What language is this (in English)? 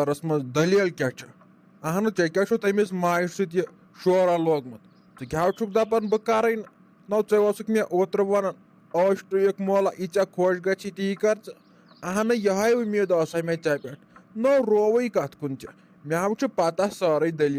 Kashmiri